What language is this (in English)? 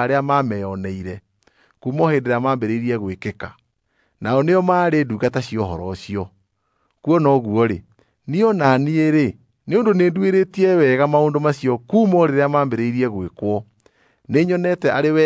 Kikuyu